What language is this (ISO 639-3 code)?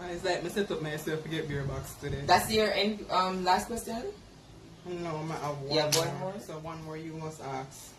jam